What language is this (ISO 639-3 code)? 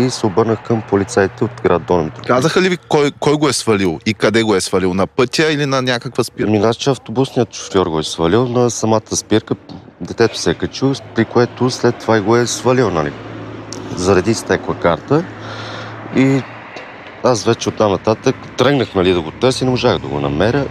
bul